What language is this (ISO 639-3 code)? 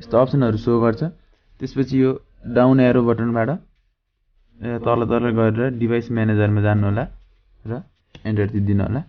nep